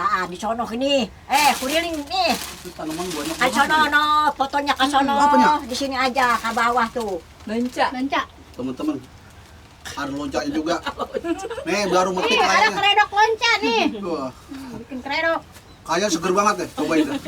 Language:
Betawi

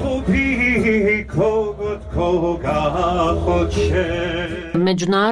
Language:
Croatian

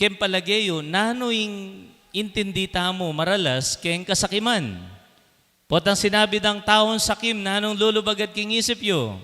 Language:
Pampanga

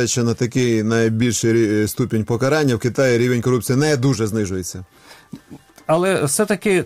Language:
Ukrainian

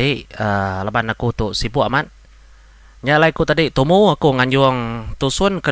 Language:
Iban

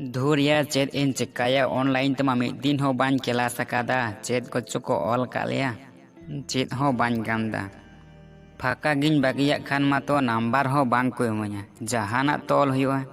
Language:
Santali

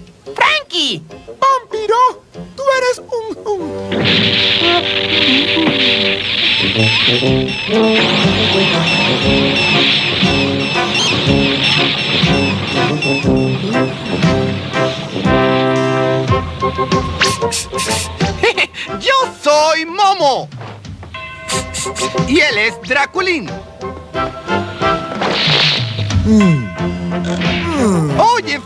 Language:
Spanish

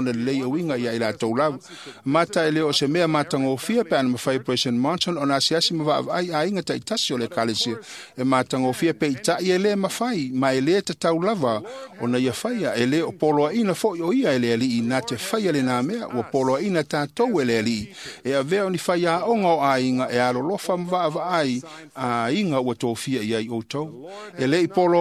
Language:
Samoan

